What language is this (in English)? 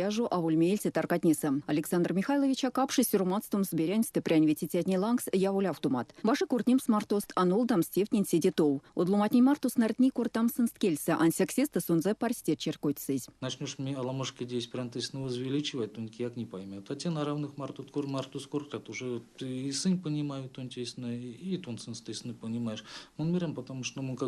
Erzya